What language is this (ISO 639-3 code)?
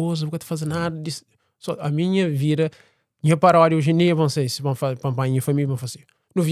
kea